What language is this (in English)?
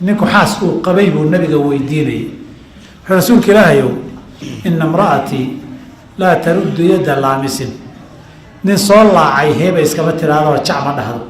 Somali